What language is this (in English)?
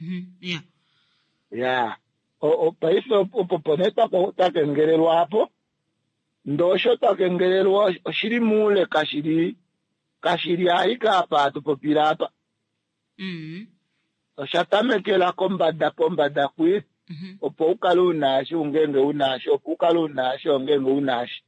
Kuanyama